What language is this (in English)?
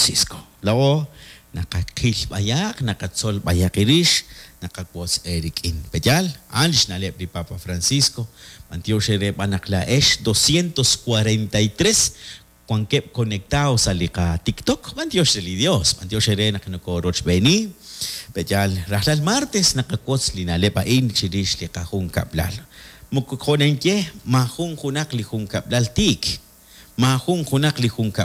Kekchí